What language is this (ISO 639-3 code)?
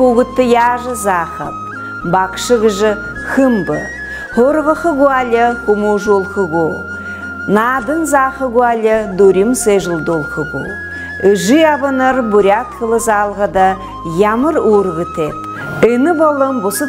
bua